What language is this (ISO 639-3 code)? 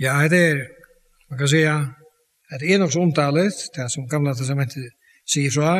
fao